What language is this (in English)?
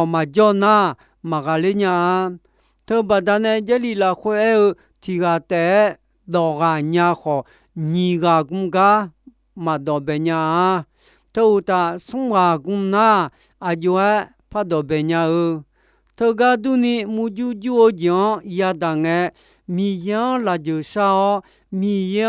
Akha